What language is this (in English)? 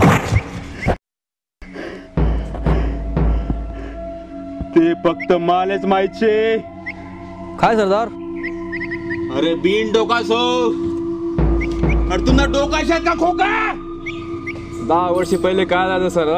Marathi